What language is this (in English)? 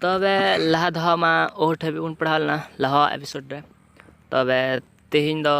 Santali